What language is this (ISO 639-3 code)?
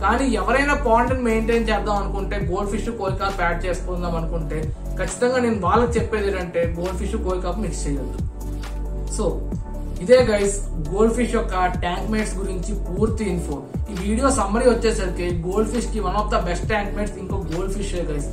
tel